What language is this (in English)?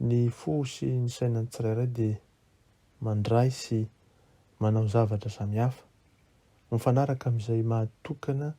Malagasy